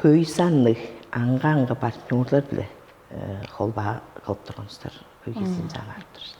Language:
Tuvinian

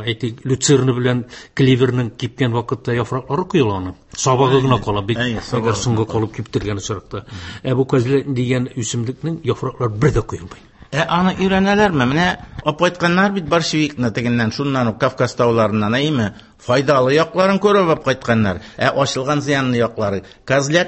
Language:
Tatar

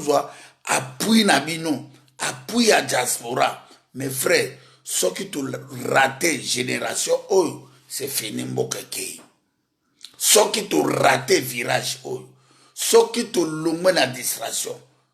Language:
Lingala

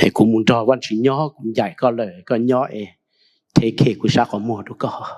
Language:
Hmong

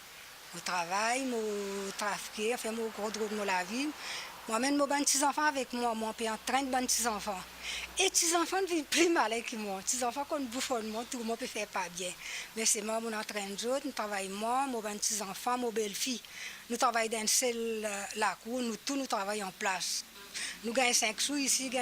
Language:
Morisyen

